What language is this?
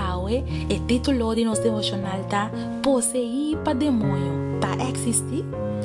Papiamento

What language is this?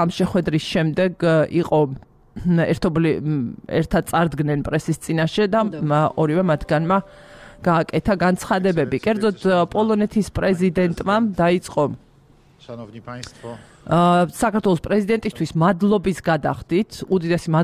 Georgian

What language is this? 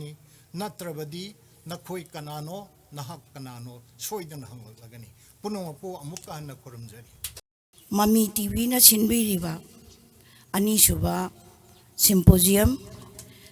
Manipuri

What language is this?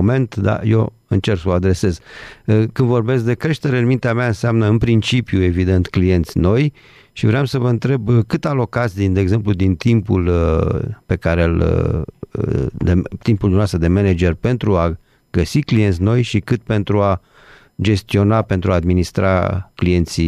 Romanian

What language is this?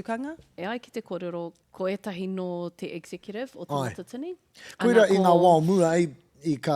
Māori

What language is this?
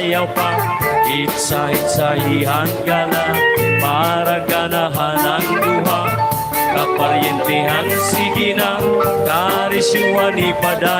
Waray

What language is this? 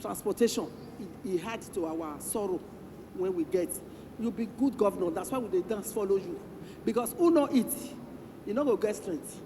Nigerian Pidgin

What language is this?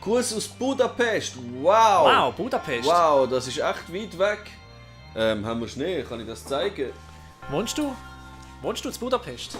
Swiss German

